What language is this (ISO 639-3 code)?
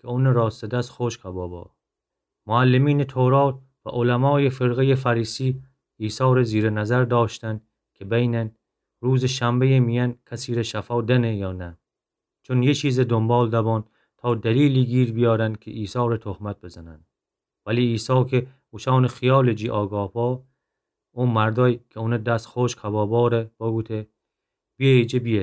glk